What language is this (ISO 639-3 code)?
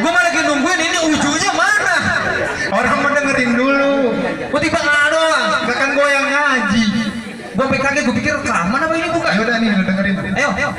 bew